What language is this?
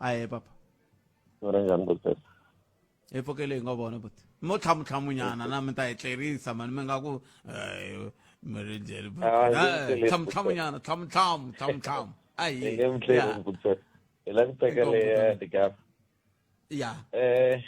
Tsonga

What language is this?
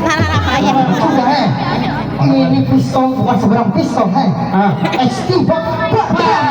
Banjar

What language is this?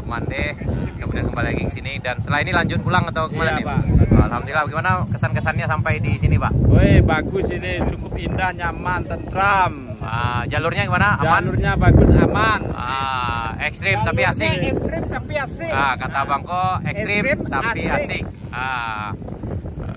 Minangkabau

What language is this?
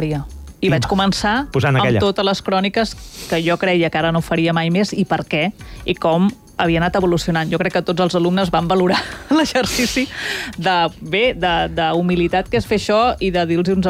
Catalan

